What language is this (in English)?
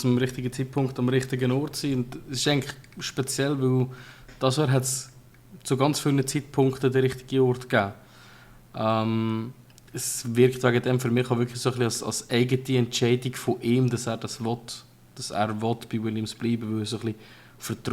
Swiss German